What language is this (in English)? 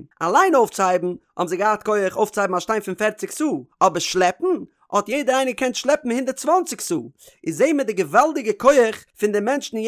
Yiddish